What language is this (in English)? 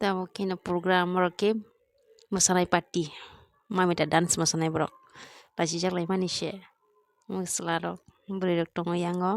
Kok Borok